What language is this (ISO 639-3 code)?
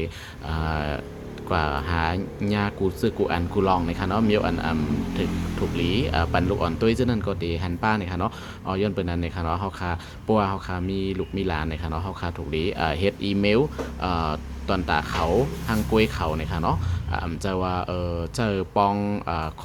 shn